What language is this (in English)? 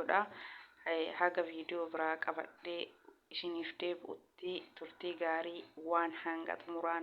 Oromo